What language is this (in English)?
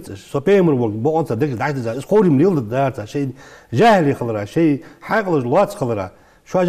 Ingush